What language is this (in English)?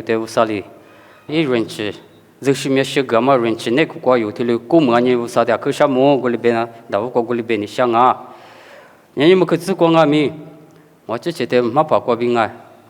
Lisu